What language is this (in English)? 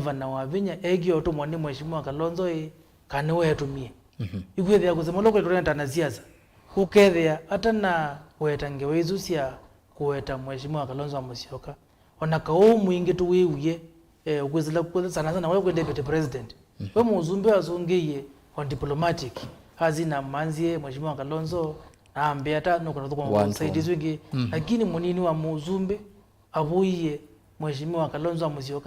Kamba